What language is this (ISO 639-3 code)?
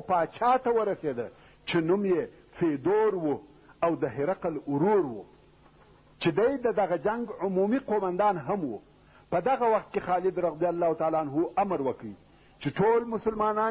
pus